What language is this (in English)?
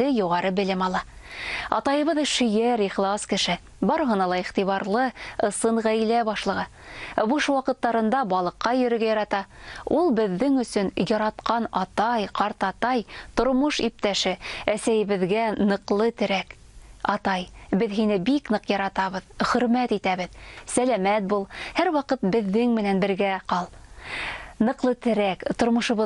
Bashkir